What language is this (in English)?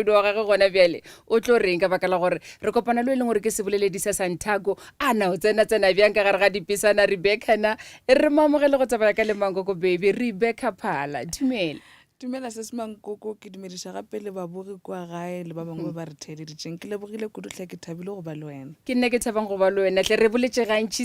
Northern Sotho